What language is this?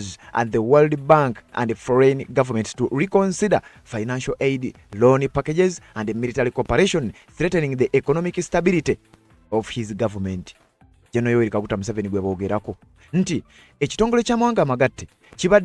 Ganda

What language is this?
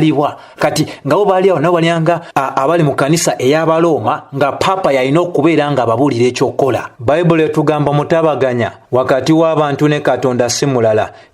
Ganda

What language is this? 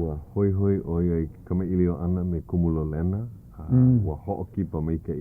Hawaiian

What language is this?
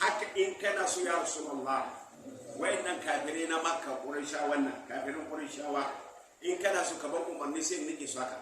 Hausa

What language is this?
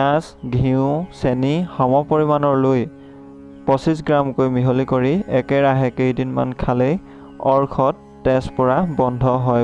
Assamese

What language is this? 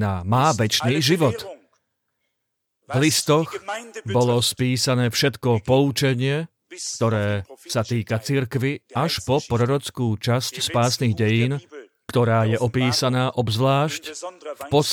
Slovak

